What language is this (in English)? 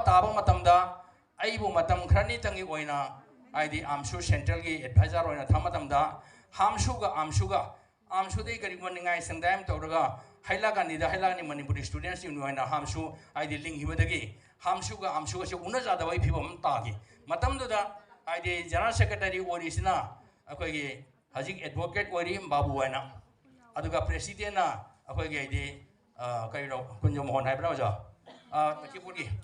Manipuri